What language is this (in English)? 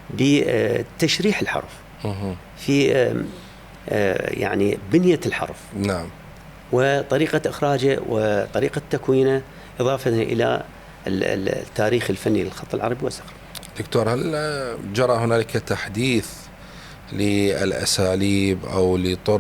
Mesopotamian Arabic